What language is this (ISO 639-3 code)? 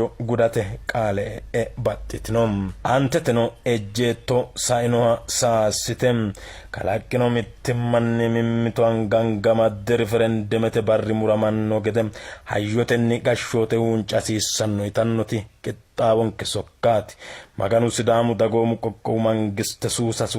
sid